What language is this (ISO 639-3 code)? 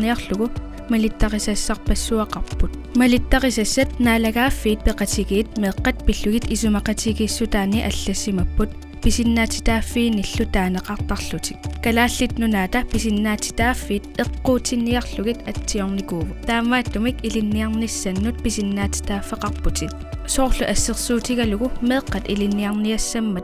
kal